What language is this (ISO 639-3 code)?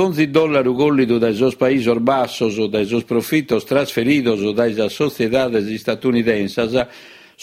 srd